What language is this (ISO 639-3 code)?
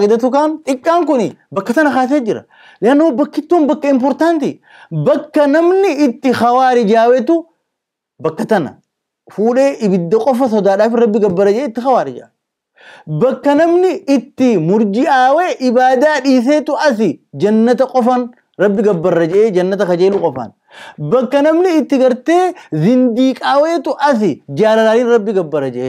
orm